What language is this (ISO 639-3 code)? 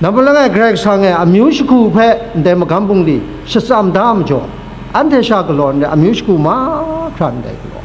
kac